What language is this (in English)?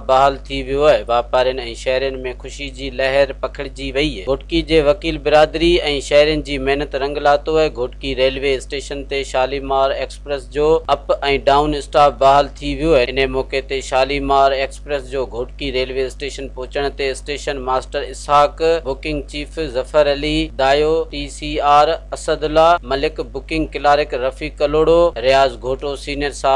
Sindhi